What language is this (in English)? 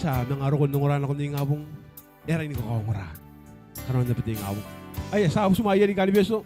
Gilbertese